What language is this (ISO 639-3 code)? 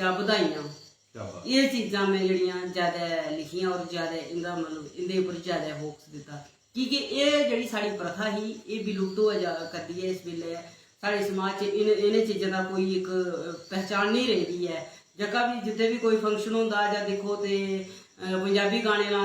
doi